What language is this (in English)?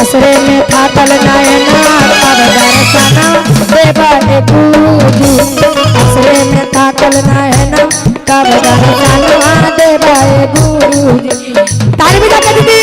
Magahi